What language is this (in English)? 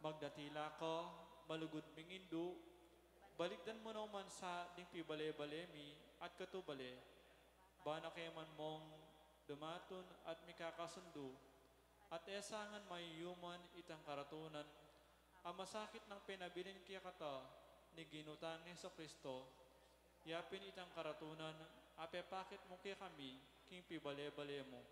Pampanga